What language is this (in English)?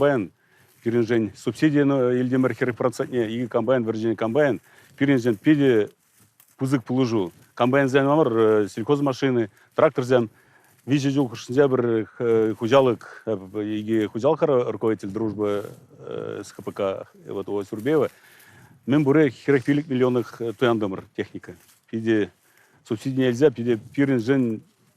Chuvash